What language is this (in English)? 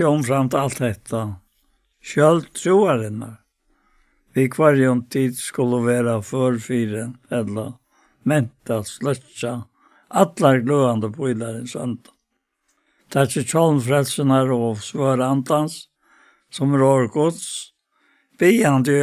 Faroese